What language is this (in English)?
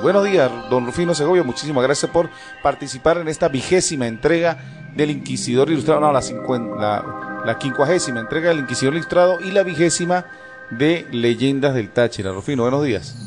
Spanish